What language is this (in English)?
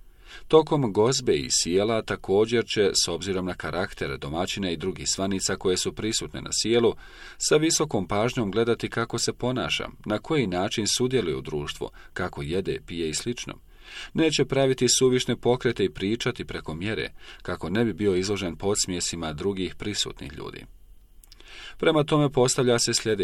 Bosnian